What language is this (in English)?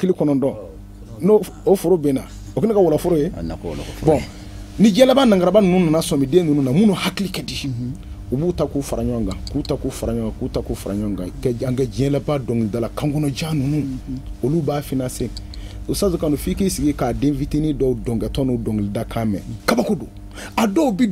Bambara